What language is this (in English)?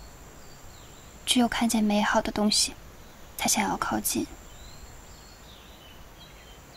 Chinese